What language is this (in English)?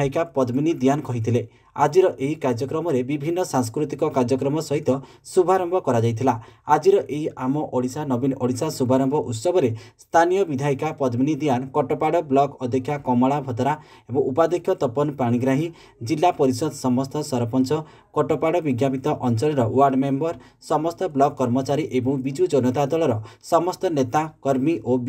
Odia